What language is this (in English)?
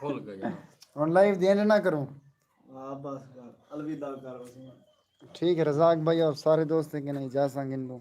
Saraiki